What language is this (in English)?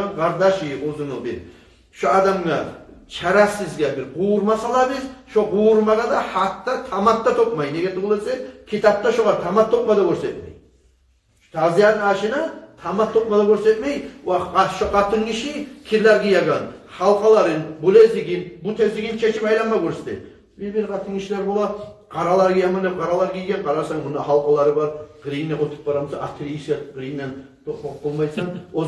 Kumyk